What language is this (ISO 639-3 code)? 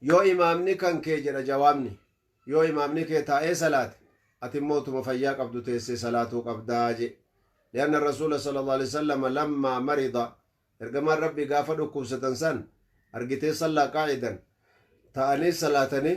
orm